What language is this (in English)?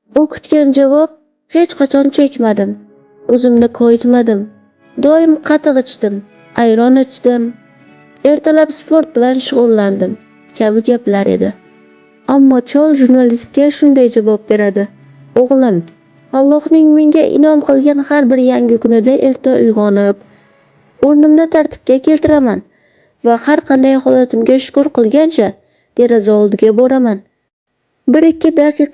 Uzbek